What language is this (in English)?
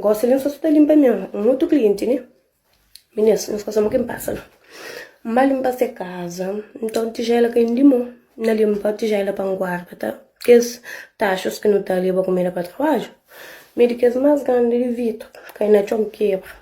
Kabuverdianu